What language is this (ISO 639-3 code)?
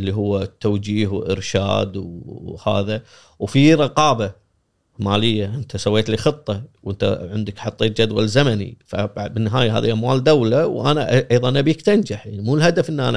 afb